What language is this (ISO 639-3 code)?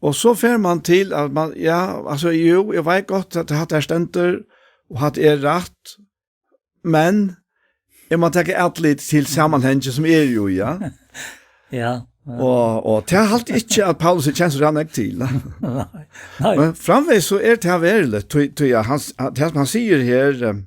fao